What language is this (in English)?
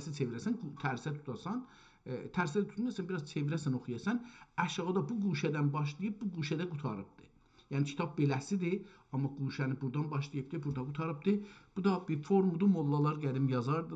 South Azerbaijani